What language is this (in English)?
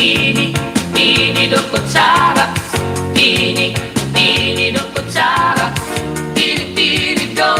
Waray